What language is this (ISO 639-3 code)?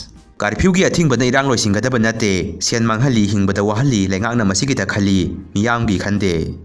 mni